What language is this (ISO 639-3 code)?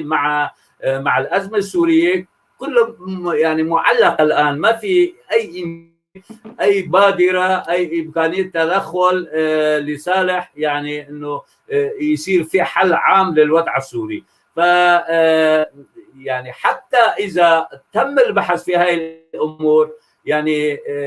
apc